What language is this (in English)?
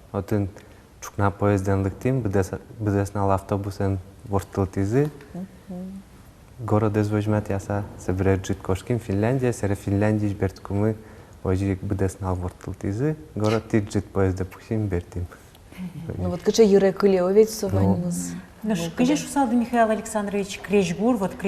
Udmurt